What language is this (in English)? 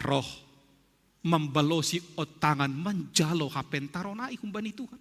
Batak Simalungun